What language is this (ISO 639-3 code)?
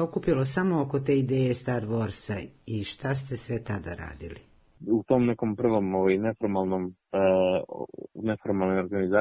srp